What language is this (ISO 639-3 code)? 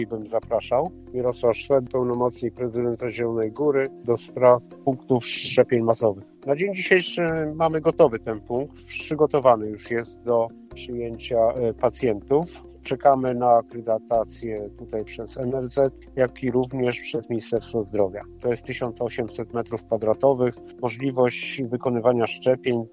pol